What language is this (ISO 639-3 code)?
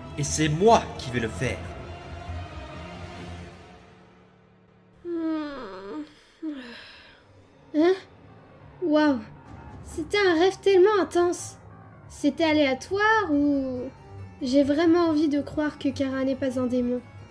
fra